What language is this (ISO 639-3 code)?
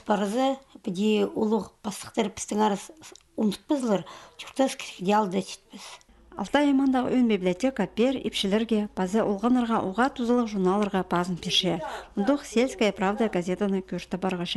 kjh